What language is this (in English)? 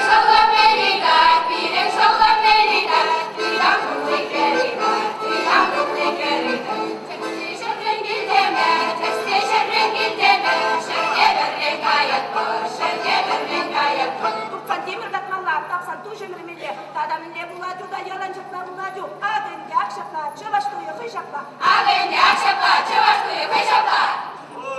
Chuvash